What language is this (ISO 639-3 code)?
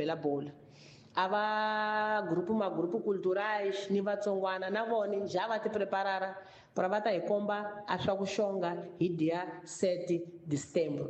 tso